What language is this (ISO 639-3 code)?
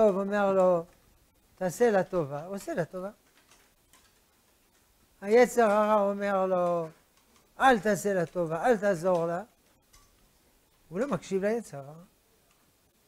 heb